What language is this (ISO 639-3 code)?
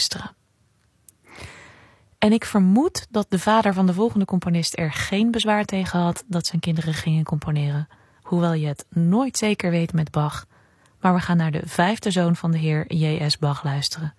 nld